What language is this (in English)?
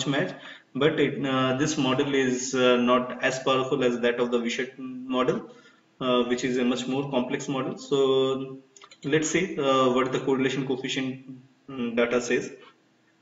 English